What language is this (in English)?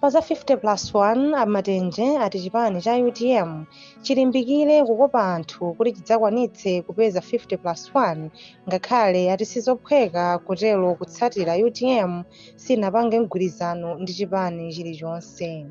Nyanja